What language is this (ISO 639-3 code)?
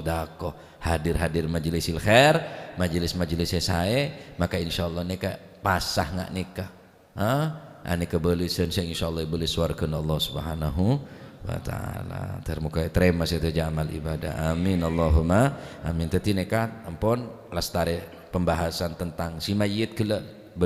mad